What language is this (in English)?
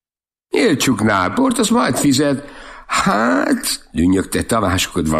Hungarian